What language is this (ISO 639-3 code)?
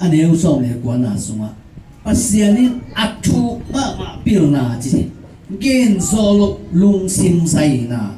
ctd